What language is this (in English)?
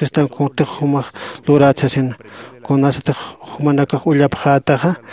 Aymara